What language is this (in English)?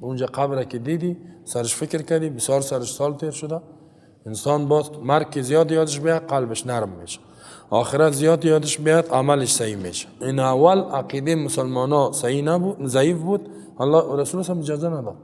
Persian